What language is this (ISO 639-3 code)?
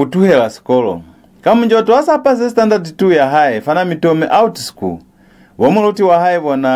loz